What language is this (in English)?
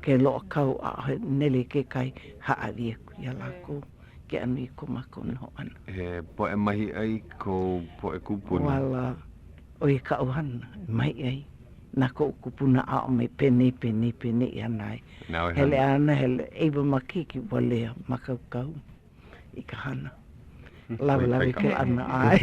Hawaiian